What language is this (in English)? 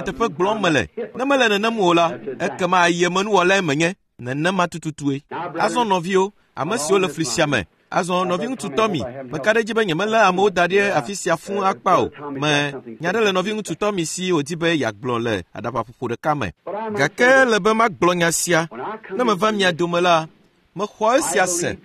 Ewe